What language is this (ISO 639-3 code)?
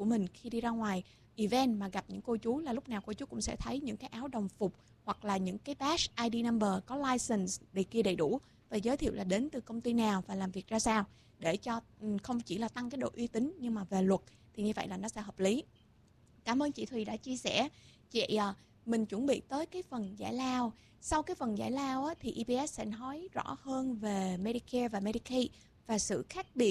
vie